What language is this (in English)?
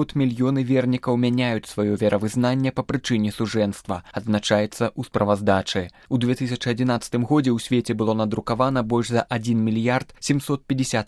Belarusian